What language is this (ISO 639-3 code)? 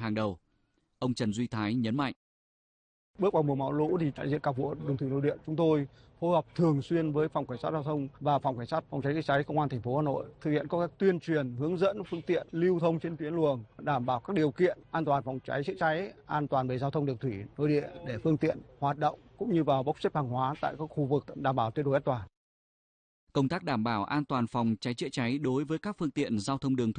vie